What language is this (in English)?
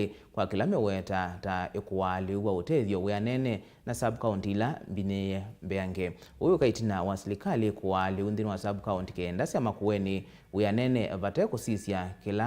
Kamba